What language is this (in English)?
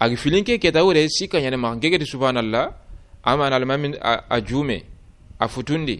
Soninke